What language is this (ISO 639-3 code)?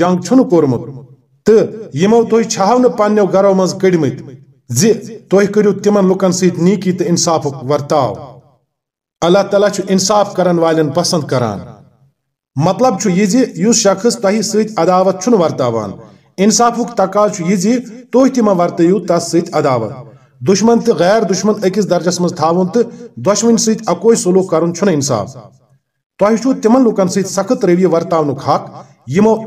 kas